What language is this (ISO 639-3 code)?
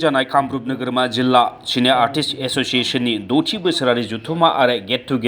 brx